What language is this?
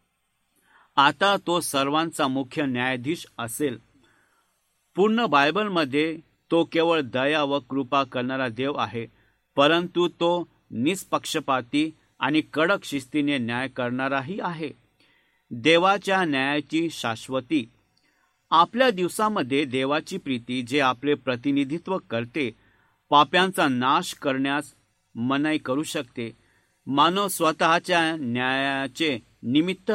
Marathi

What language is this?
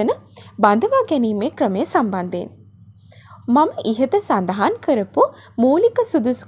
Sinhala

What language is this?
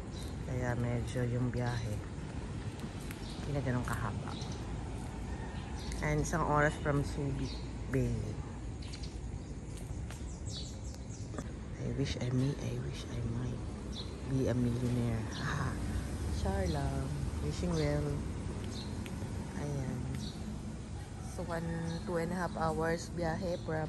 Filipino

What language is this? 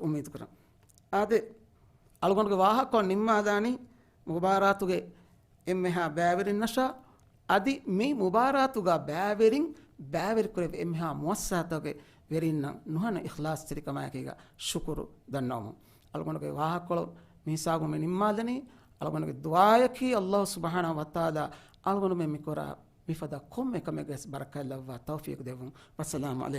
Divehi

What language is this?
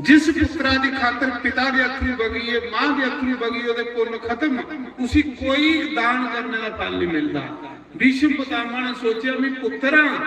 Dogri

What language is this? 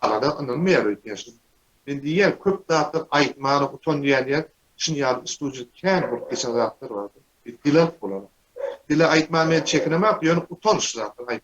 Turkmen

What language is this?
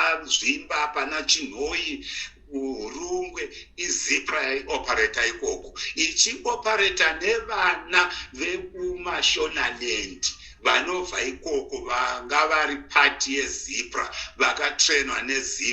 Shona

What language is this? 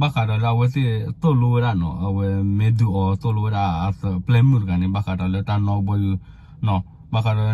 S'gaw Karen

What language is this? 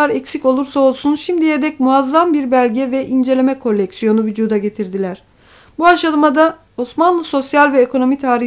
Turkish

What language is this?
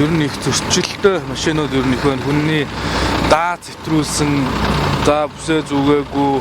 Mongolian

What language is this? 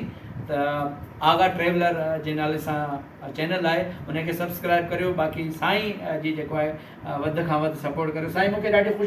Sindhi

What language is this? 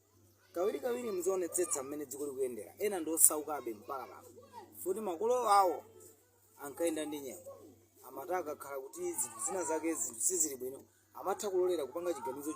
Nyanja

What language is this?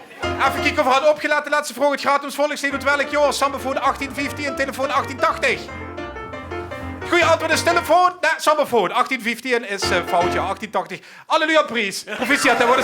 Limburgish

